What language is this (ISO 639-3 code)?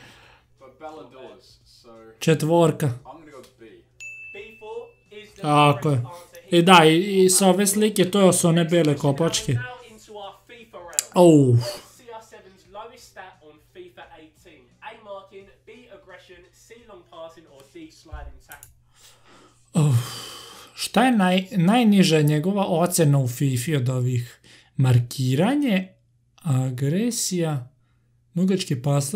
srp